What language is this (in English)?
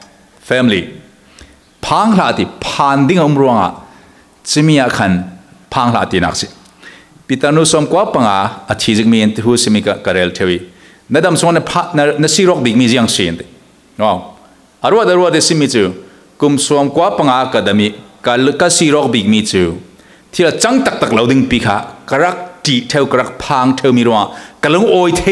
Falam Chin